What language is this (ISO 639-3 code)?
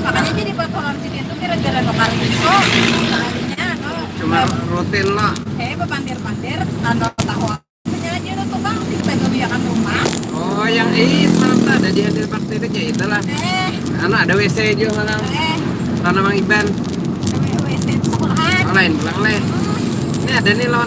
bjn